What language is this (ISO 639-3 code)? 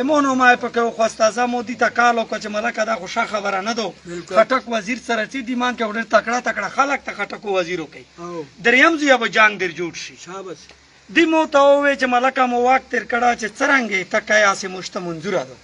pus